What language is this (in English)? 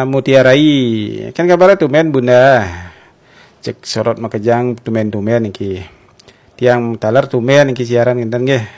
Balinese